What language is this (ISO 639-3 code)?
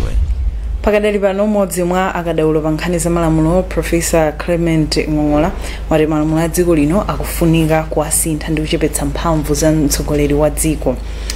nya